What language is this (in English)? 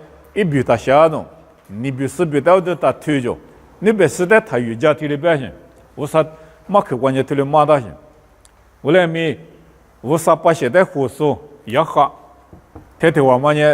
Lisu